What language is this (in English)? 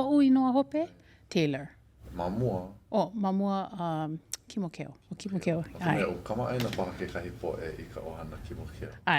Hawaiian